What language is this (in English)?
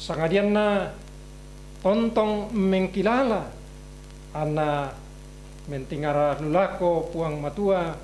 Toraja-Sa'dan